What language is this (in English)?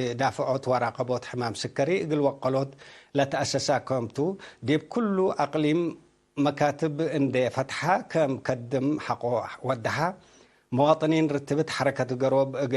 Tigre